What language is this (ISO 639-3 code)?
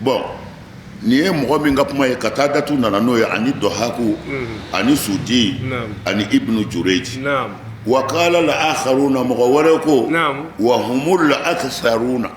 bam